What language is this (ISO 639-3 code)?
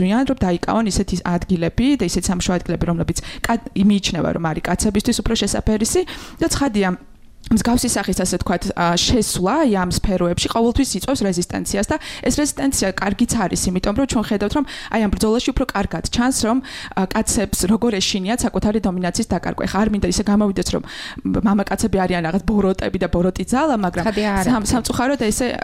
kat